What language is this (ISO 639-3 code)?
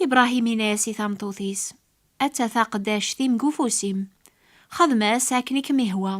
kab